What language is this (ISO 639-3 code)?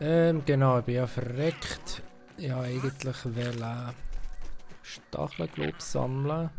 gsw